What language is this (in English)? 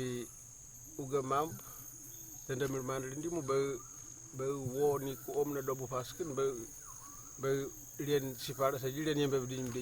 Kamasau